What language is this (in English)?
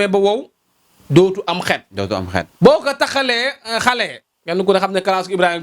Wolof